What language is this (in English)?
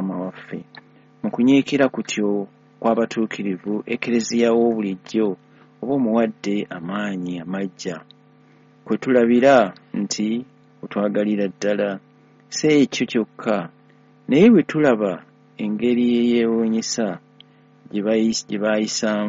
Ganda